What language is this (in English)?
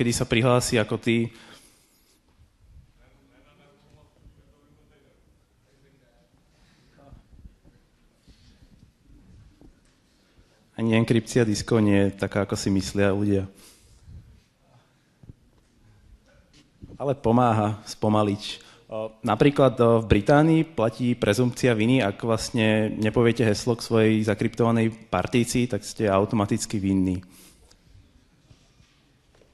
Slovak